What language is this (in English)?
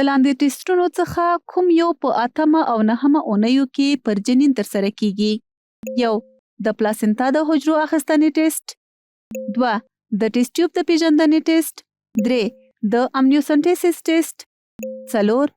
Pashto